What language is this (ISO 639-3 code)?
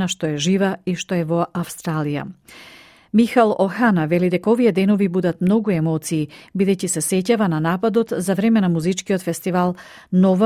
mkd